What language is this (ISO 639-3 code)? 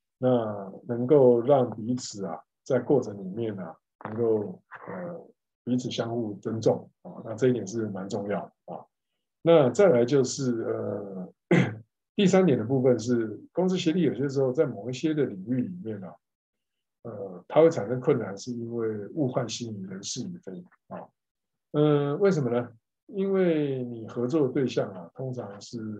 zho